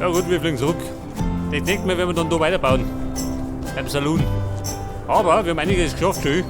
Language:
Bavarian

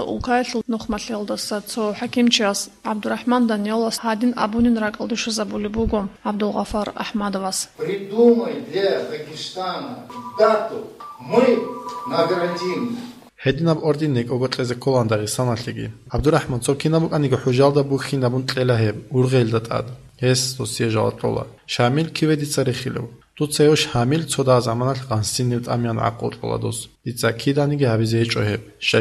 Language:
Avaric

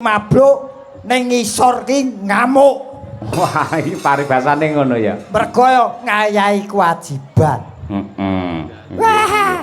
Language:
Javanese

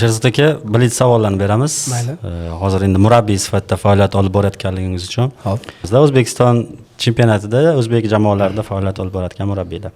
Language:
Uzbek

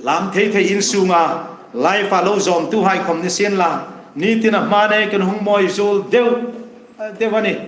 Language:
Hmar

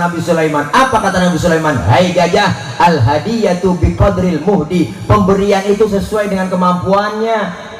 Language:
Betawi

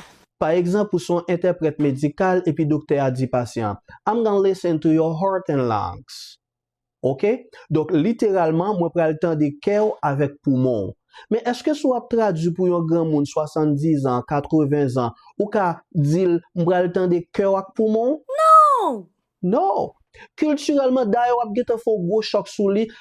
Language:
Haitian Creole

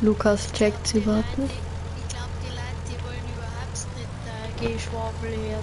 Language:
Bavarian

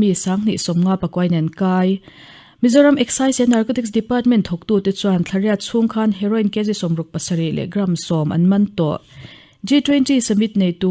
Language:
Mizo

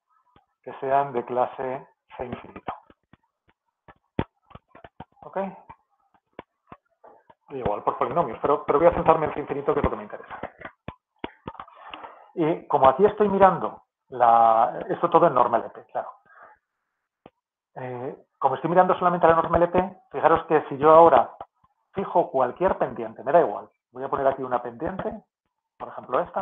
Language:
Spanish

